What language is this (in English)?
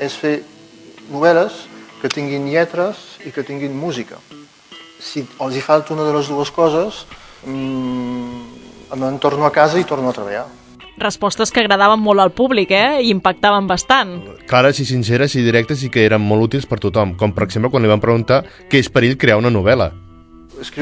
Catalan